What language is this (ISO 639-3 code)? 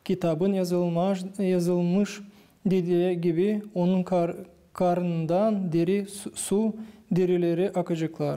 gag